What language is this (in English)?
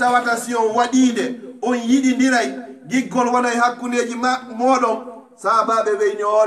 Pular